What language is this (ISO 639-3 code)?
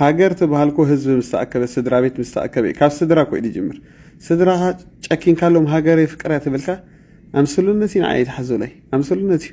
tir